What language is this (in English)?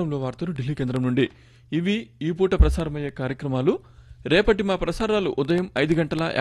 Telugu